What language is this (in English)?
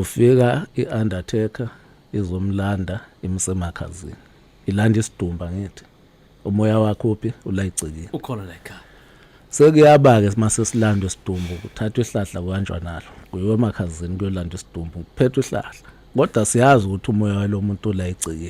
Zulu